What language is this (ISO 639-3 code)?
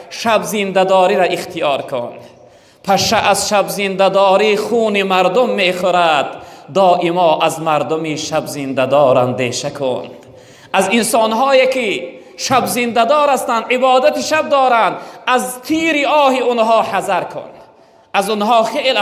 tgk